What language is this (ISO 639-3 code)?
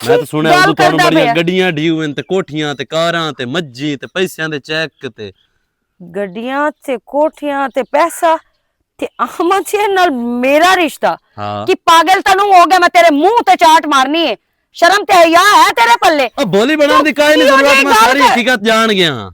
lah